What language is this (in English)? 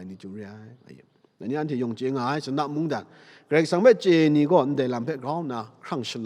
Kachin